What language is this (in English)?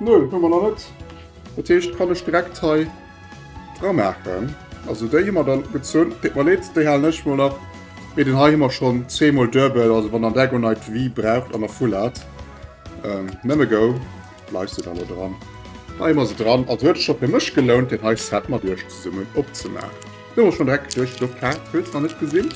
Luxembourgish